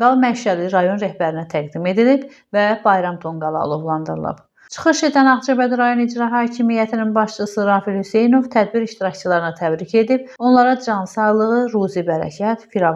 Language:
Azerbaijani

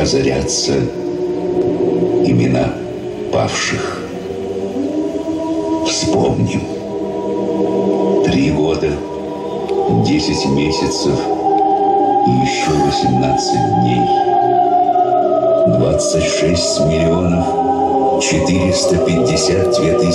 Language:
Russian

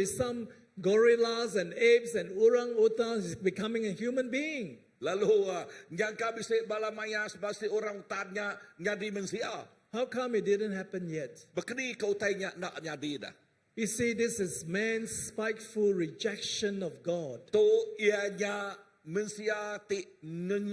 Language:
Iban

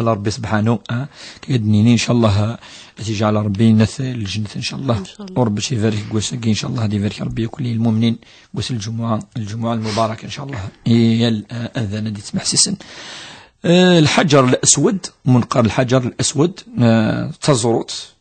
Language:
Kabyle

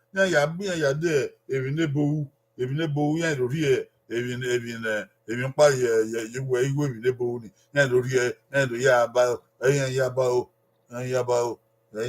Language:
Bini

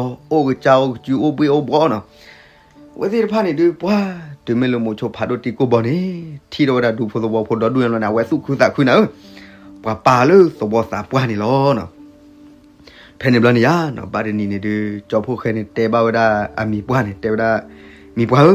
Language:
S'gaw Karen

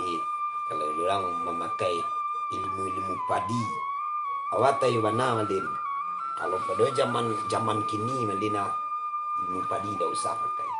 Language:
Minangkabau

